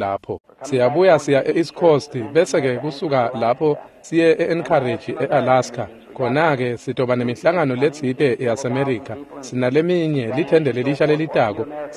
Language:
Swati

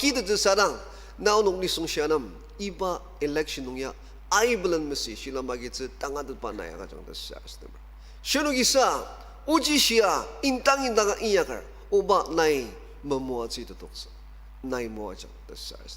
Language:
Ao Naga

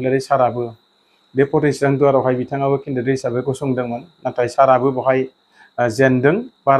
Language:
Bodo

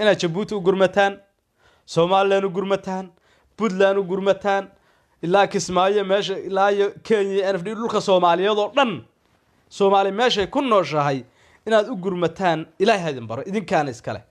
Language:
Somali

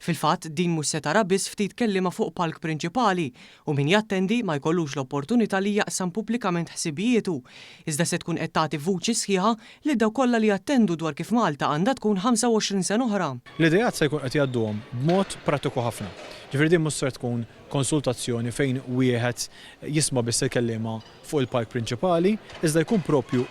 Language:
Maltese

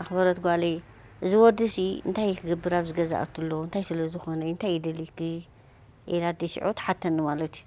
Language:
Tigrinya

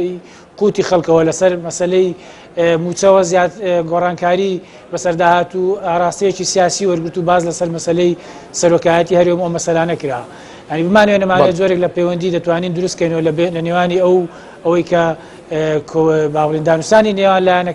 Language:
Central Kurdish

